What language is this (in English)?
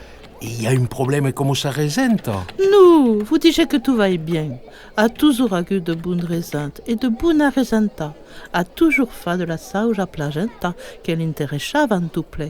Occitan